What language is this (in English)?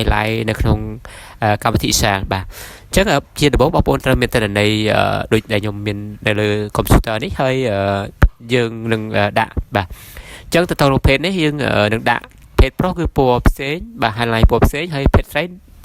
Khmer